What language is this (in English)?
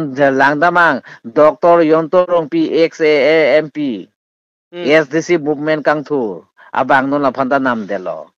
Karbi